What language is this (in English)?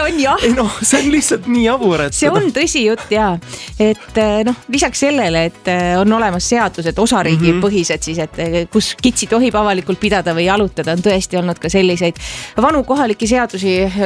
Estonian